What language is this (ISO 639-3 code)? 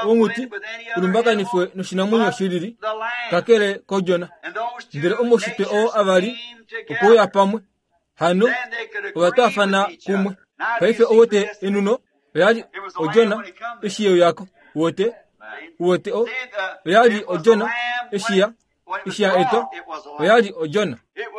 kua